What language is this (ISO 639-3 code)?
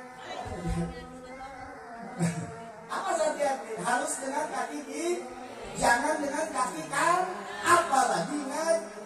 ind